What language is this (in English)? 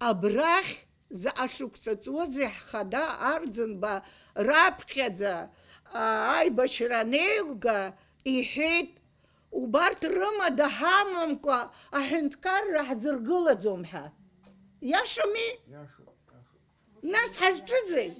Abkhazian